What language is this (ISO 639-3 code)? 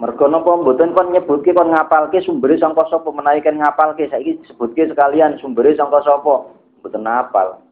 jav